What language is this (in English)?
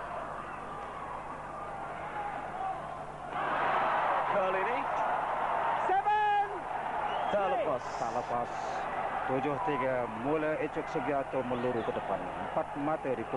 Malay